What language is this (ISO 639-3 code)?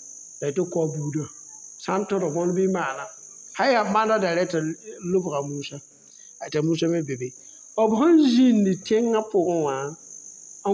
mos